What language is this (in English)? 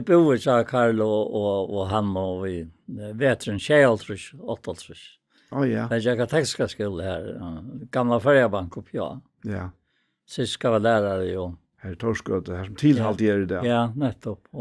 Faroese